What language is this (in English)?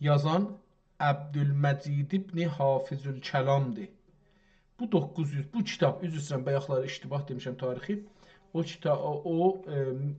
South Azerbaijani